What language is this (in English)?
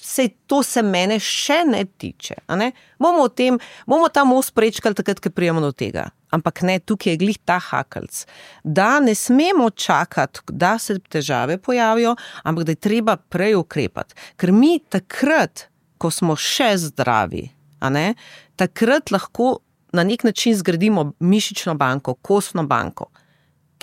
Slovenian